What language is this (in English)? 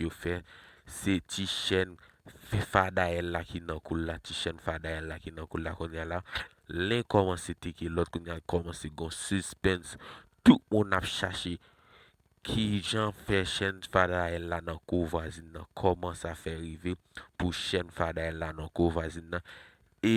Haitian Creole